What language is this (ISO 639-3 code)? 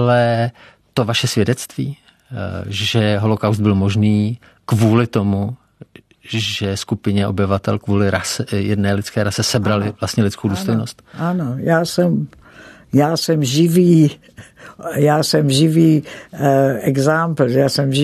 ces